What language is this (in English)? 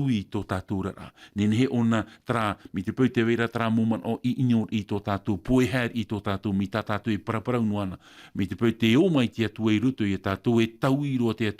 Tahitian